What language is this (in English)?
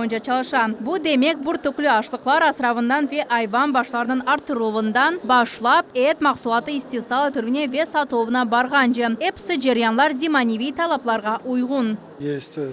Crimean Tatar